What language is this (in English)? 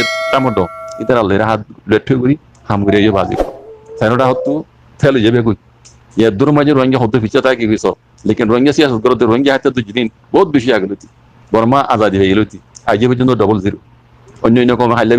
Rohingya